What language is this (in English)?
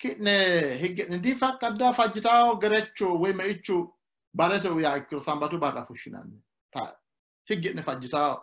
Sidamo